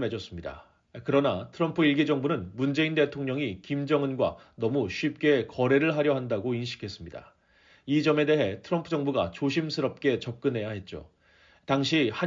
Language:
Korean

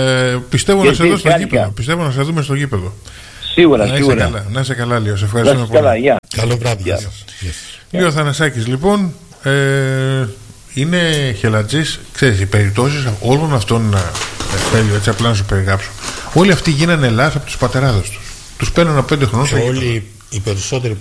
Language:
Greek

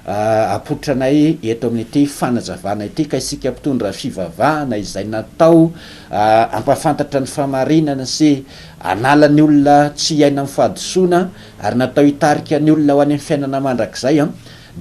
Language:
Malagasy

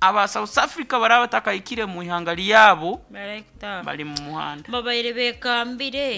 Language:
Nyoro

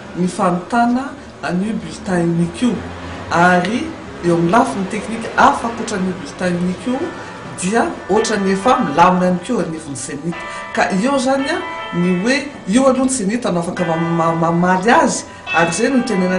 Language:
Malagasy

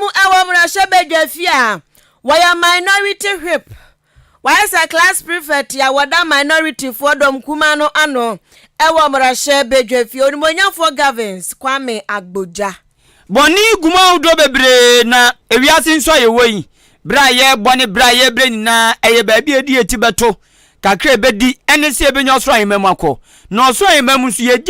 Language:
Akan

